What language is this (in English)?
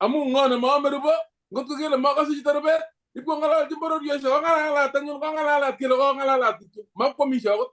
Kalenjin